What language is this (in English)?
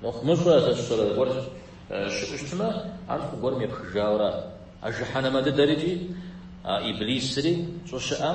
Kabardian